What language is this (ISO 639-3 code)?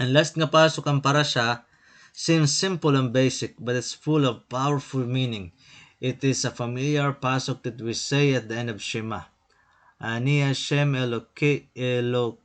war